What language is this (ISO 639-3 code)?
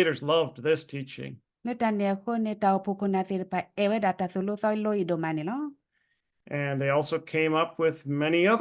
ksw